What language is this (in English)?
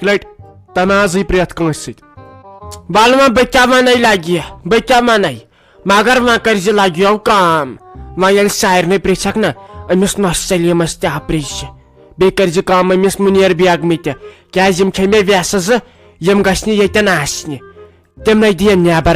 Kashmiri